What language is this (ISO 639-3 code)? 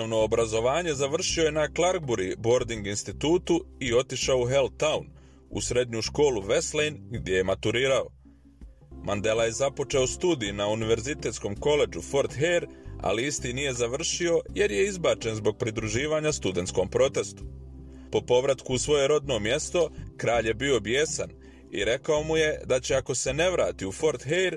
bos